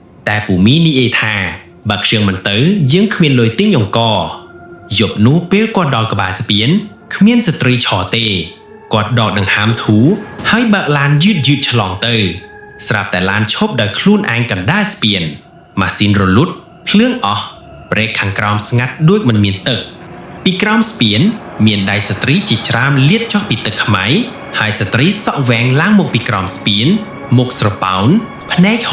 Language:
Khmer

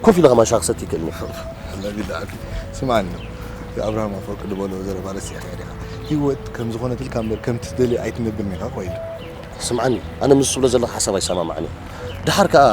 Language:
Tigrinya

